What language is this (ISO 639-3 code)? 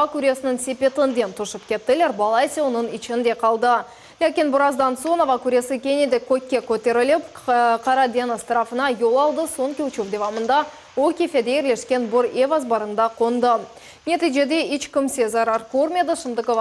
crh